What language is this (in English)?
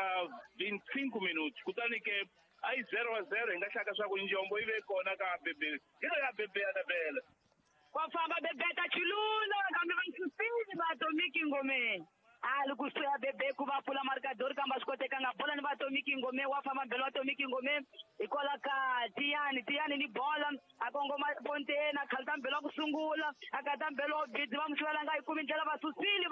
Tsonga